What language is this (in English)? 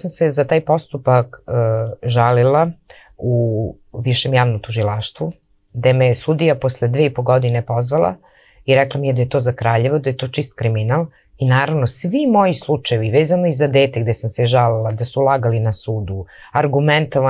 Serbian